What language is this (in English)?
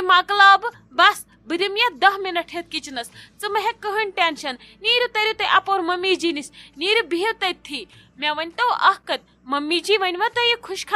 Kashmiri